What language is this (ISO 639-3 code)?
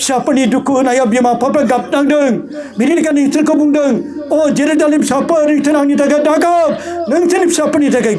brx